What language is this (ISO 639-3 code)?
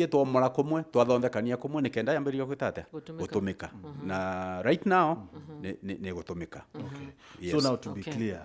mer